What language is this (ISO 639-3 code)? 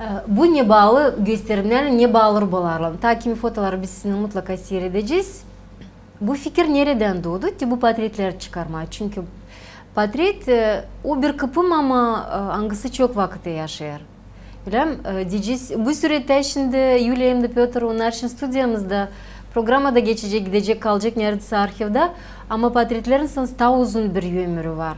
gag